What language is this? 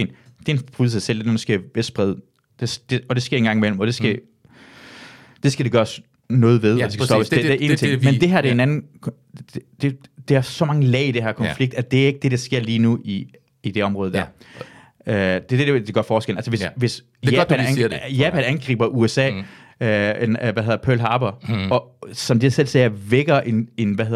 Danish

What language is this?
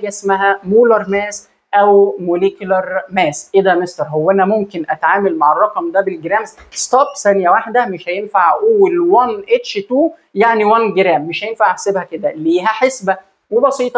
Egyptian Arabic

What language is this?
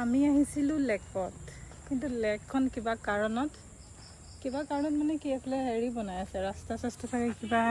Assamese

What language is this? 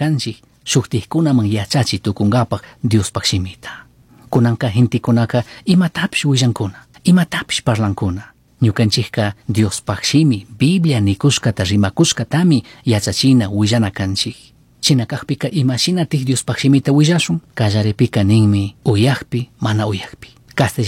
Chimborazo Highland Quichua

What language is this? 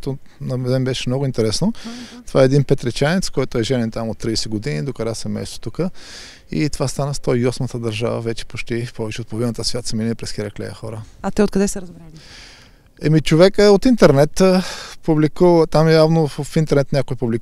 Bulgarian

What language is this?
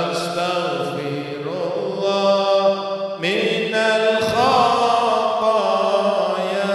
Madurese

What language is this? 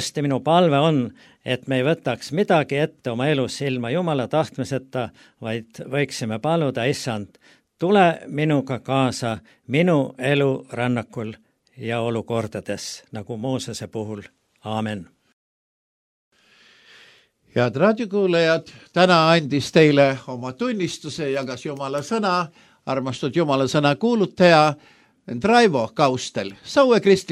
Estonian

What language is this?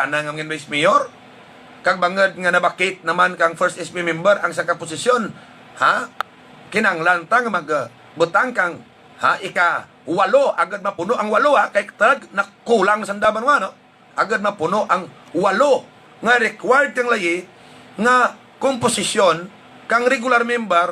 Hiligaynon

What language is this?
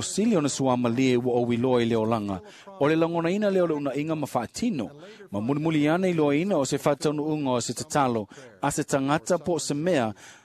Samoan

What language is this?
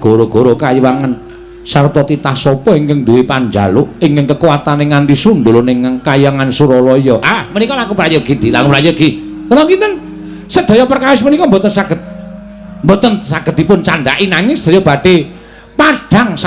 Javanese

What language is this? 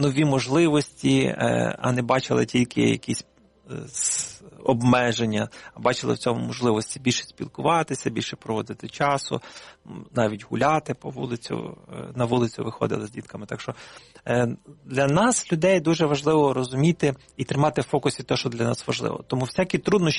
Ukrainian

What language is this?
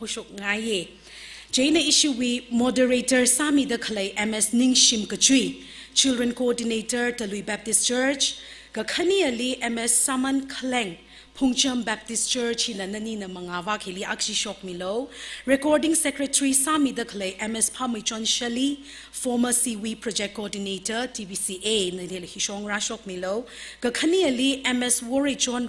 Tangkhul Naga (India)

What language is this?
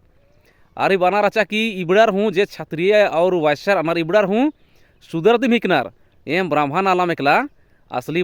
Kurukh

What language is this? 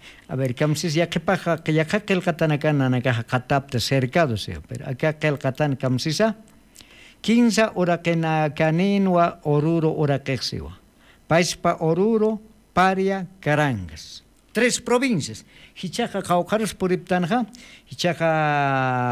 Aymara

